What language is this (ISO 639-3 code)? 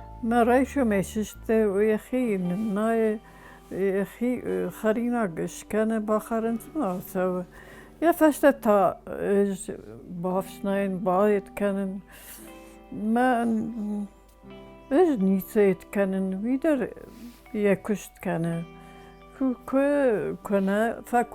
oss